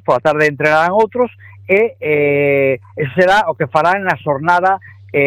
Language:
Galician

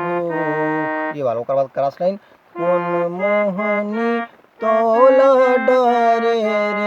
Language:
Chhattisgarhi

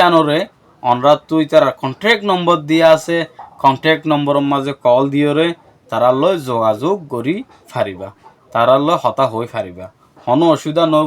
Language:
Rohingya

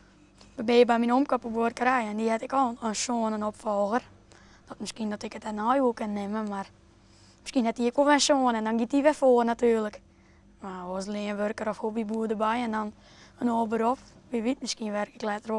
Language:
Western Frisian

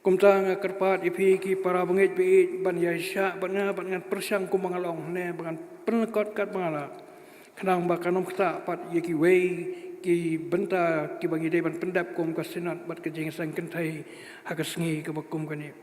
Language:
Khasi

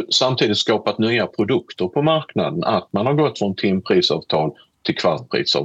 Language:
Swedish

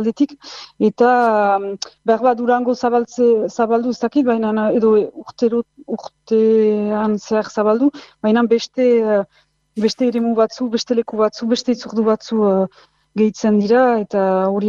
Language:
Basque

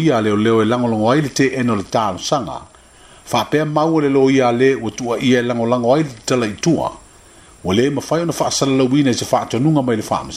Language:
Samoan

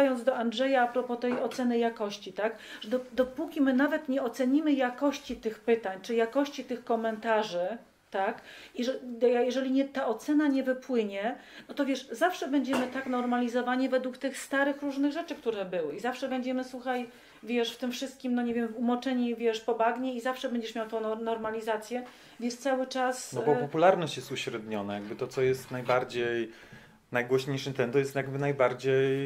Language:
Polish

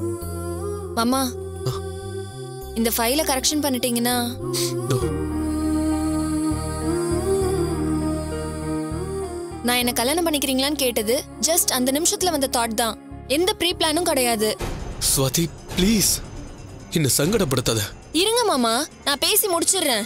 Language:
Tamil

